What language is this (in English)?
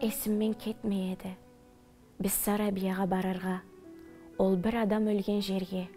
Karachay-Balkar